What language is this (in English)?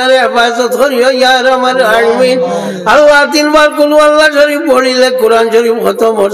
Sylheti